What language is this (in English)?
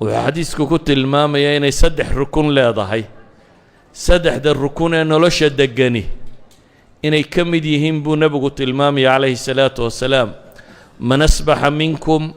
Somali